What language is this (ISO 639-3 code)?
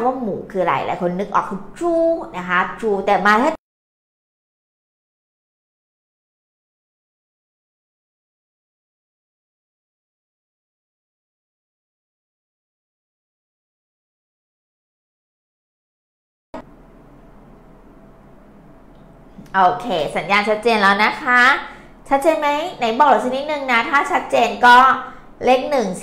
tha